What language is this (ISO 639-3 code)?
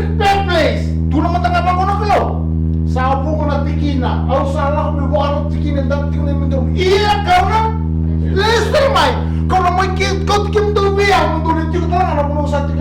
fij